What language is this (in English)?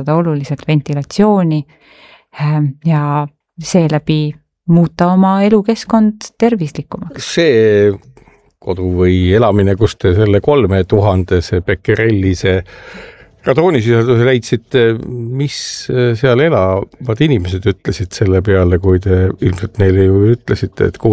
Estonian